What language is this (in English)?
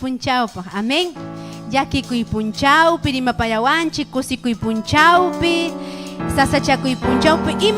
Ayacucho Quechua